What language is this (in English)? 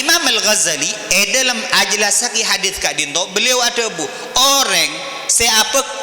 Madurese